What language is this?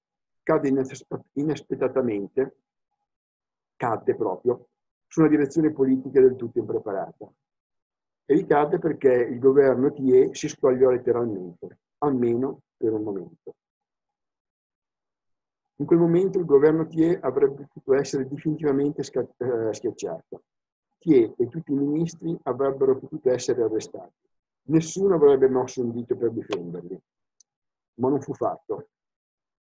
Italian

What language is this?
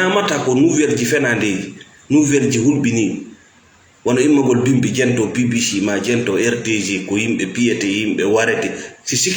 Fula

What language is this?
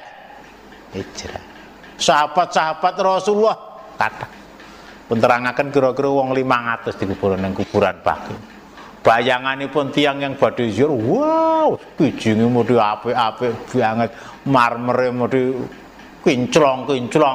Javanese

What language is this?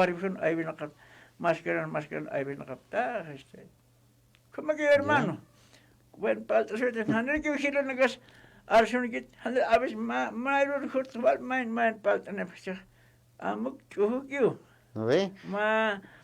Aymara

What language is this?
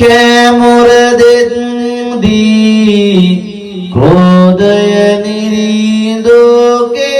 Sinhala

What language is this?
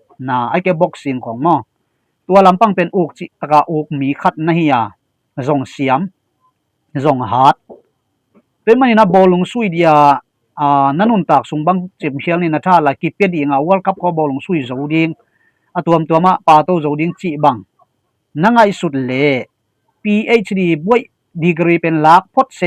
Tedim Chin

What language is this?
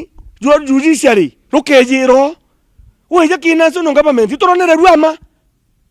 Meru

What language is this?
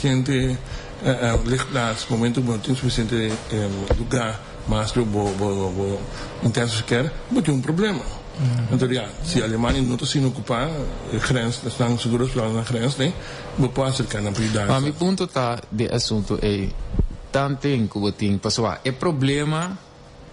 Papiamento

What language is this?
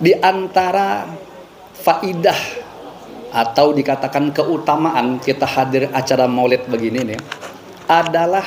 Banjar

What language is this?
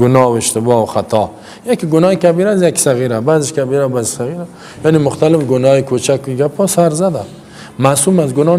Persian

